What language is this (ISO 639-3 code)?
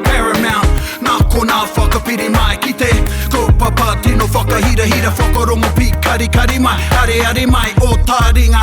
mri